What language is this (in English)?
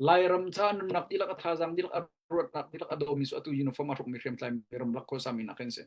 Hakha Chin